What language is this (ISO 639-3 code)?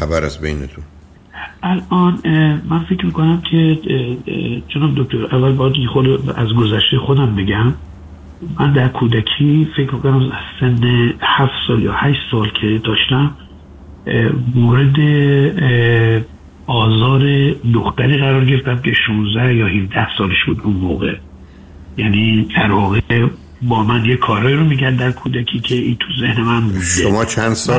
fas